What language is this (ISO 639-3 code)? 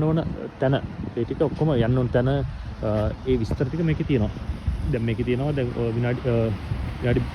sin